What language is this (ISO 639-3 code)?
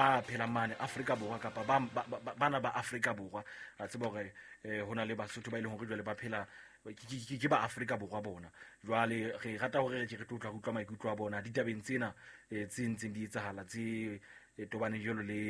sot